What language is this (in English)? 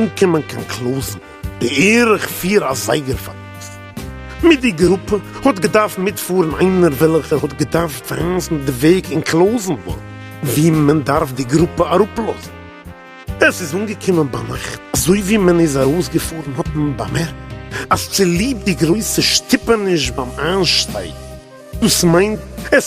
Yiddish